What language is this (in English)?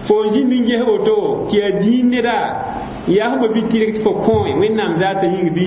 Mossi